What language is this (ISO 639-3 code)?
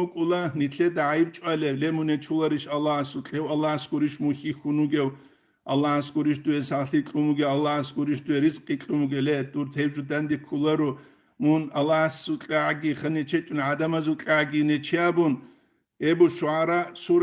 ava